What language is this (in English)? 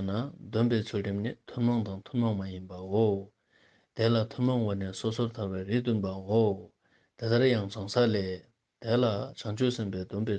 Ladakhi